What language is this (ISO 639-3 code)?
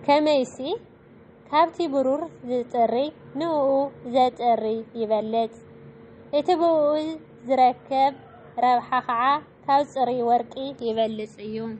tir